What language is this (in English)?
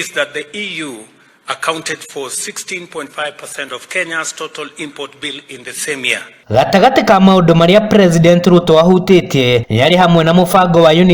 Kikuyu